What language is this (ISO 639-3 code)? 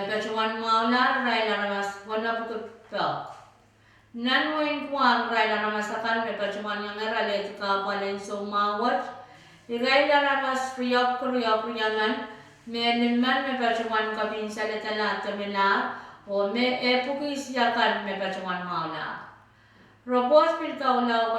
pon